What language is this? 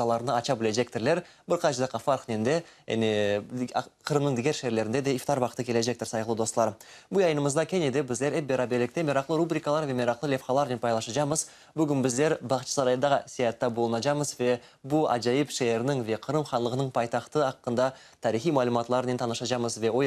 Crimean Tatar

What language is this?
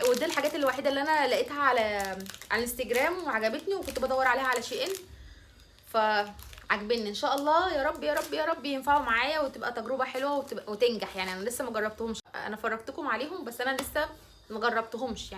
Egyptian Arabic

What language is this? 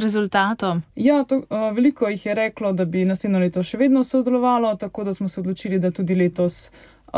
Slovenian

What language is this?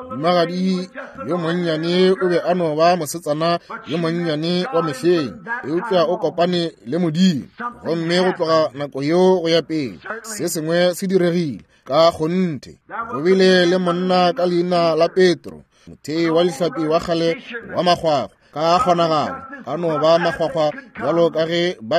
Northern Sotho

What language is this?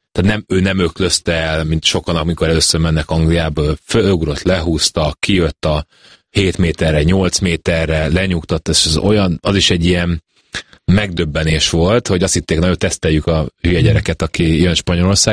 Hungarian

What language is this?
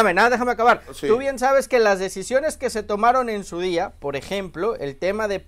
Spanish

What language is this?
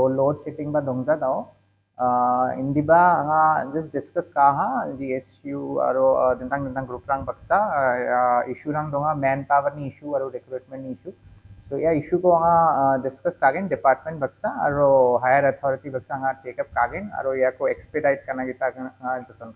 Garo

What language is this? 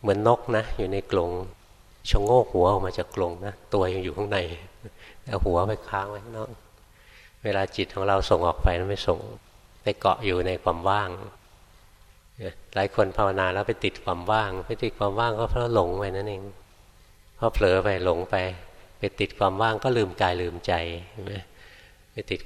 Thai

